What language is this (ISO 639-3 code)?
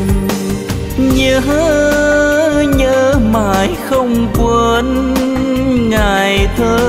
vie